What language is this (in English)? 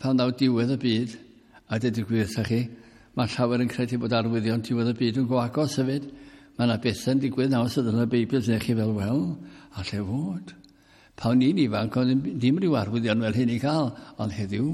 Welsh